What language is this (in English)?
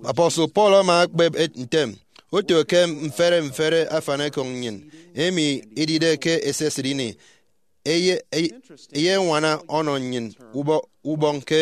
Efik